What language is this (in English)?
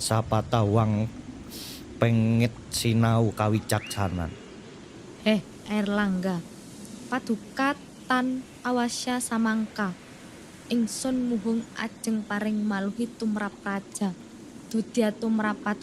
Javanese